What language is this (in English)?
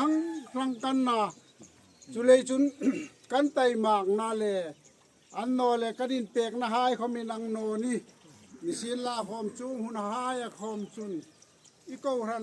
Hmar